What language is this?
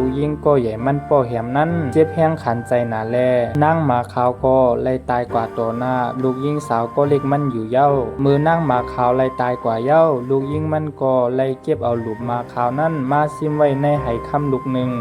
Shan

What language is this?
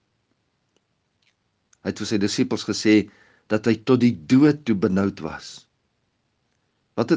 Afrikaans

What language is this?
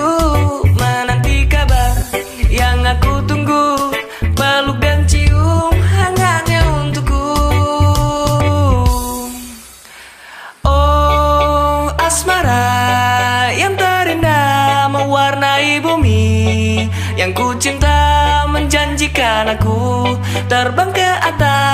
Indonesian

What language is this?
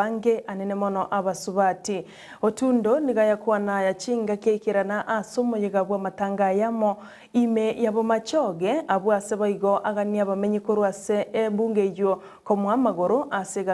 Gusii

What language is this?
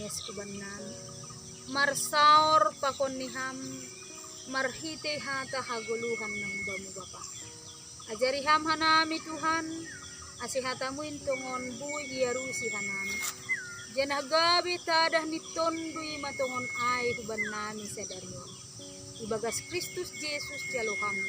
Batak Simalungun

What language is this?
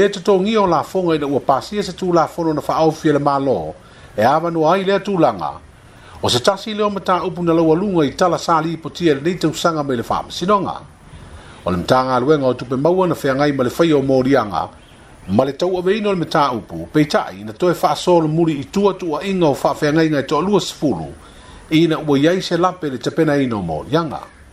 Samoan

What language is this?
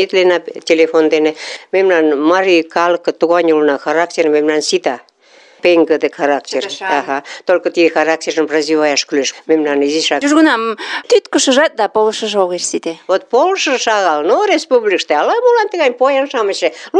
Mari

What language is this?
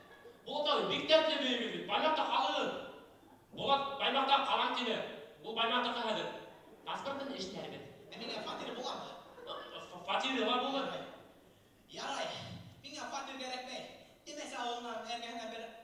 Bashkir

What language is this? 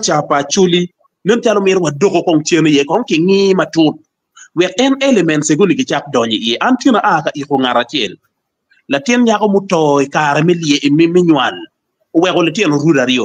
Acoli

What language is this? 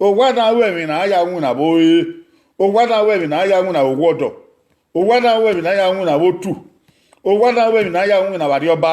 Bini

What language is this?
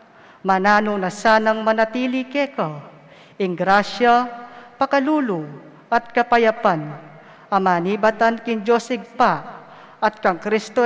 Pampanga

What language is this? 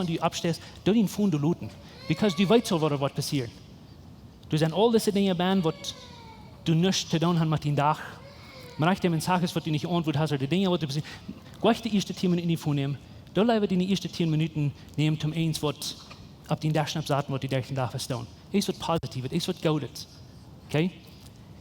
Plautdietsch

